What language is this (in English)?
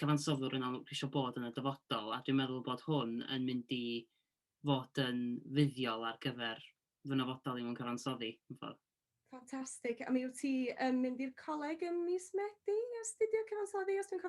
Welsh